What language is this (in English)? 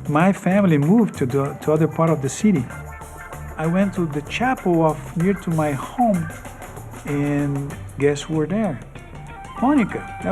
Tahitian